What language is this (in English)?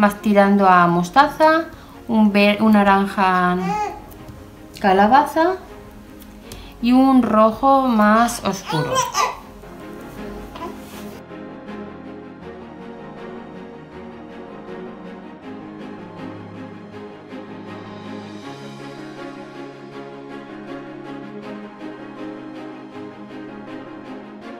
Spanish